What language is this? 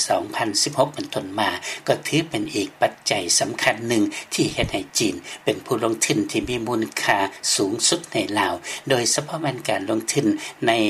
Lao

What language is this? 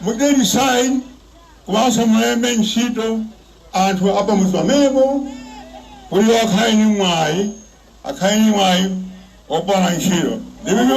Nyanja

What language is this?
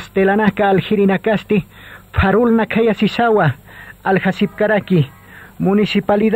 Aymara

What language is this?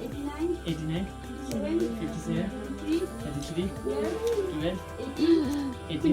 Tibetan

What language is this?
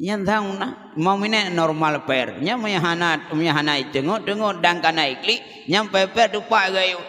Achinese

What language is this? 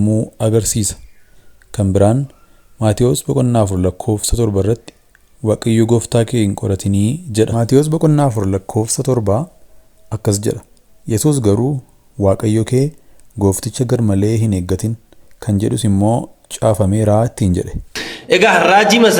Oromo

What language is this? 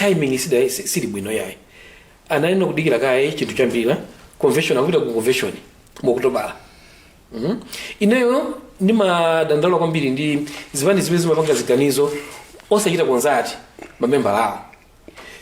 Nyanja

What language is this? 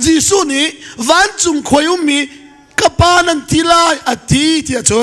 Hakha Chin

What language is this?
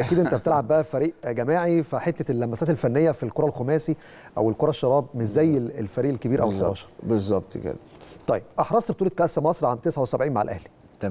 Egyptian Arabic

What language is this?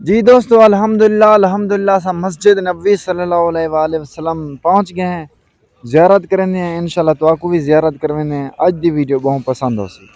Saraiki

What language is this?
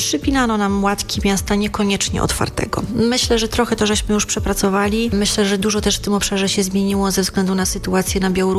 Polish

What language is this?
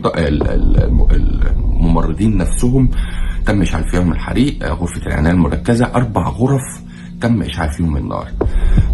Egyptian Arabic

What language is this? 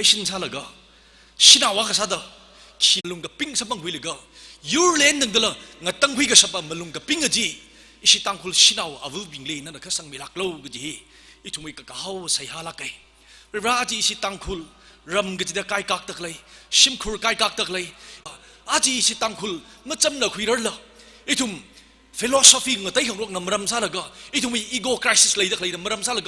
Tangkhul Naga (India)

